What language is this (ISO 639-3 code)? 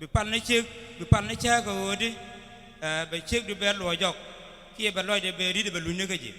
nus